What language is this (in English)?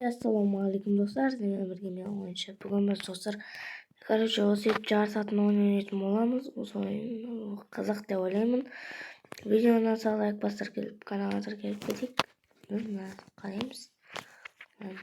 Kazakh